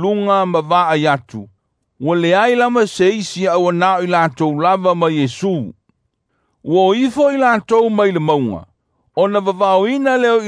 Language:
Samoan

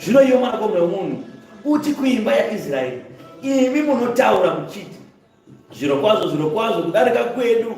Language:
Shona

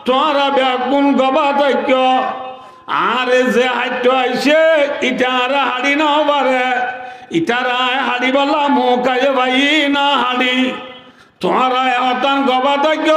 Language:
Rohingya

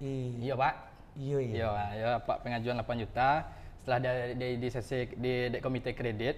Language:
Minangkabau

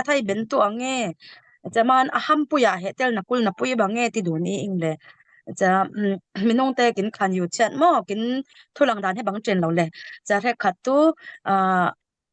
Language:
Falam Chin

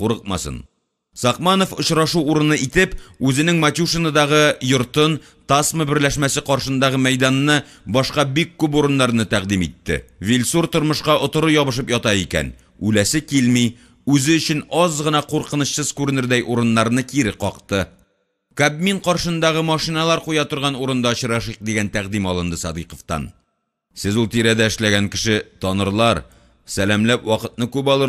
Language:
Tatar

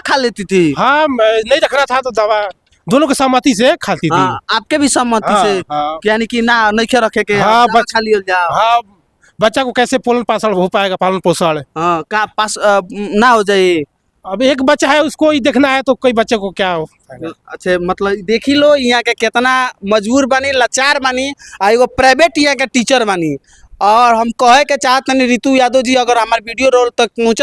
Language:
Bhojpuri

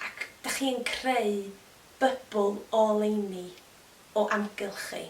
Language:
Welsh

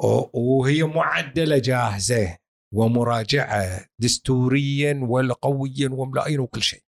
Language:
Gulf Arabic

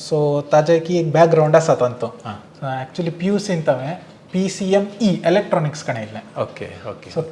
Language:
Konkani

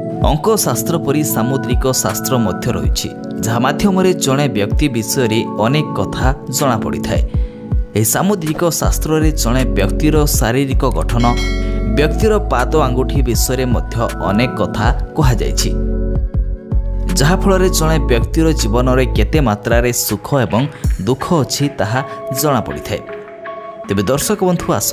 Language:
Odia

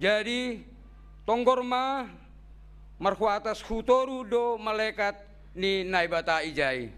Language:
Batak Simalungun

